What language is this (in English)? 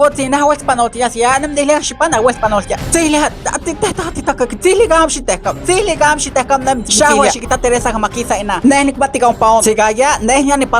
Isthmus-Mecayapan Nahuatl